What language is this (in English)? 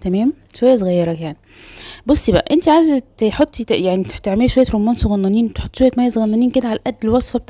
Egyptian Arabic